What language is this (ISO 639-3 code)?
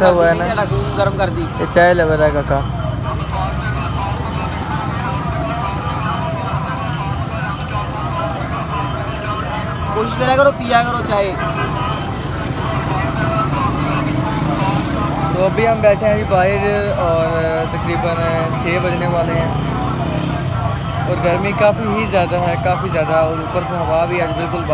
hin